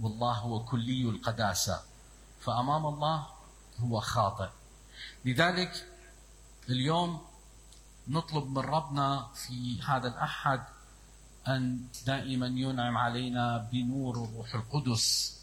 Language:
Mesopotamian Arabic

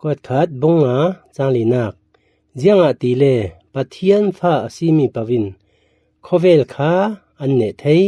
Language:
Falam Chin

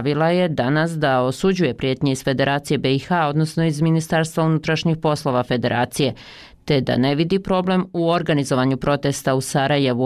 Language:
Bosnian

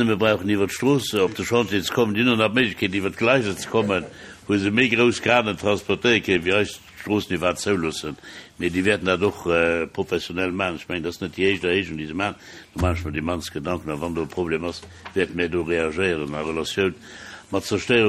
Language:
Luxembourgish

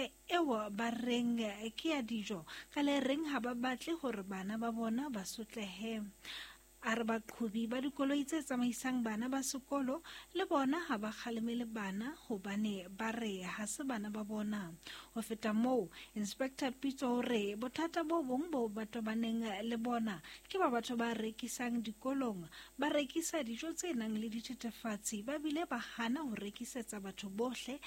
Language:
Southern Sotho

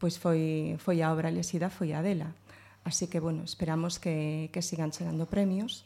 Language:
Galician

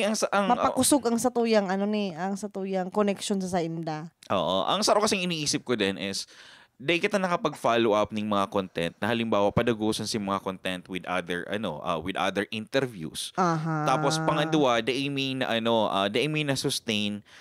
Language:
Bikol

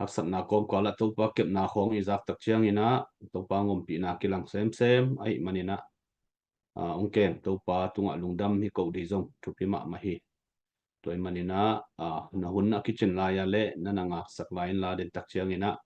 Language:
Tedim Chin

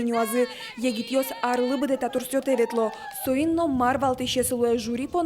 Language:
Udmurt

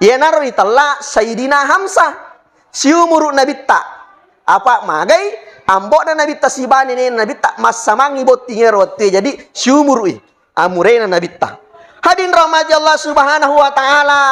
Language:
Buginese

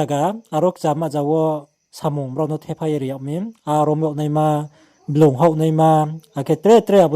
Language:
Riang (India)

